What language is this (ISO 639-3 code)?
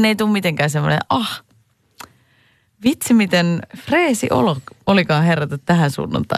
fin